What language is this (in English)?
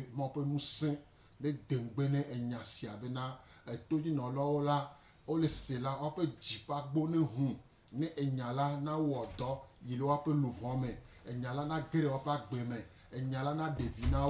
Gen